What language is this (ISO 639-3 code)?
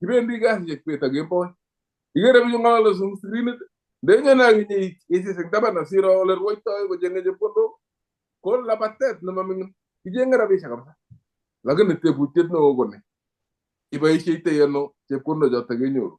kln